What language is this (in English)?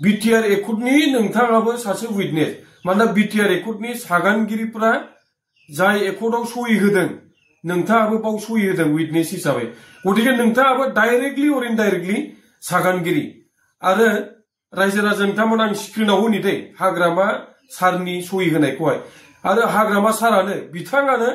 Bodo